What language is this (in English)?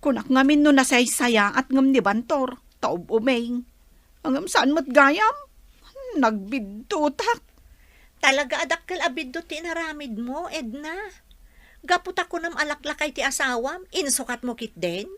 Iloko